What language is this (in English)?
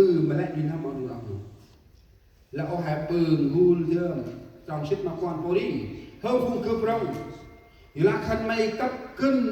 Central Mnong